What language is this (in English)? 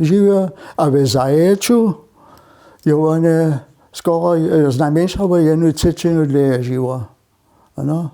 Upper Sorbian